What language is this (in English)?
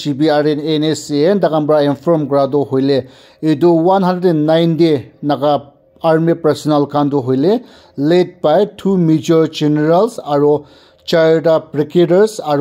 Naga Pidgin